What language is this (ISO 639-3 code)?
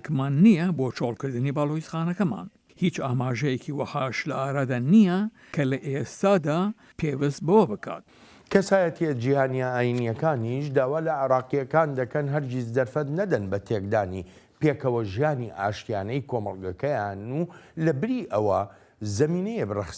ckb